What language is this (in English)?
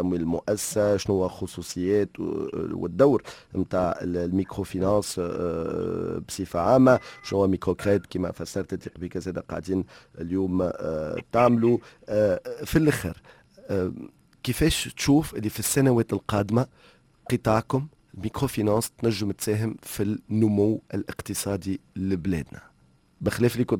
Tunisian Arabic